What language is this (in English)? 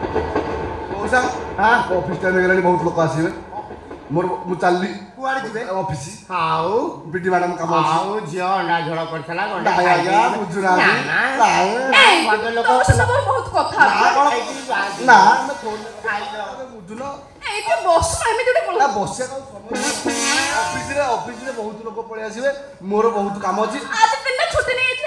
Odia